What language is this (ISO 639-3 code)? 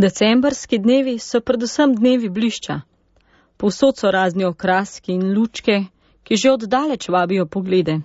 slv